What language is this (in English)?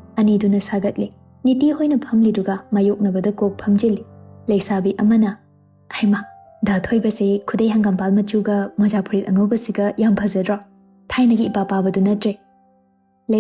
Manipuri